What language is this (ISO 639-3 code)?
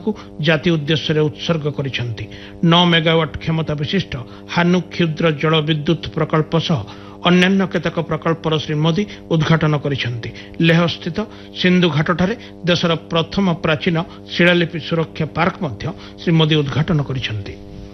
ori